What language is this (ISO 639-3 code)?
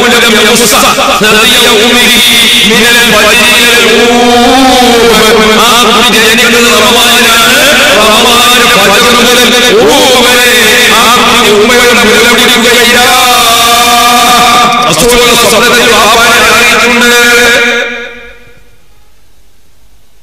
mal